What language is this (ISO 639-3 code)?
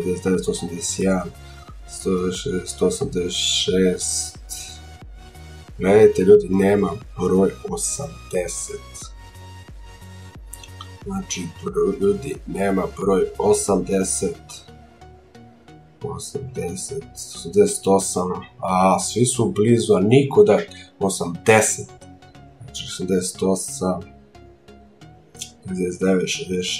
srp